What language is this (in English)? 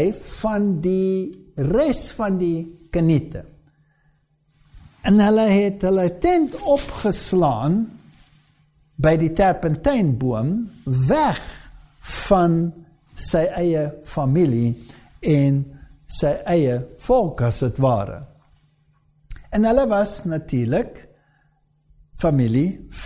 Afrikaans